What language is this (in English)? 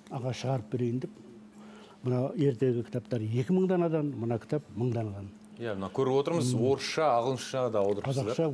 Kazakh